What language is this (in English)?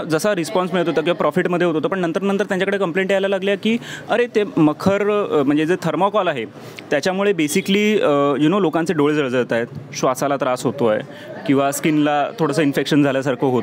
Marathi